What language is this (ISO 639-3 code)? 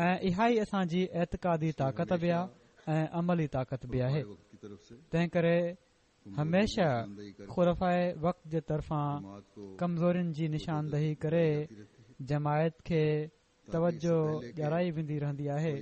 snd